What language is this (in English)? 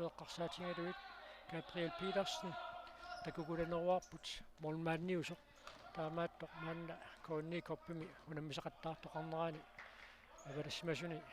Kalaallisut